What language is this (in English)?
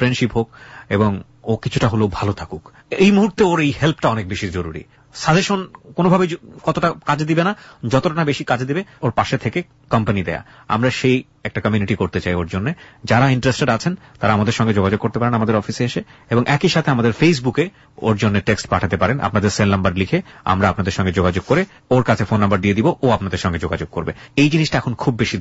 Bangla